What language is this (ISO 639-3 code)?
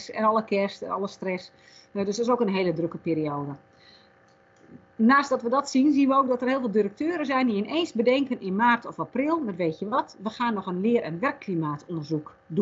nld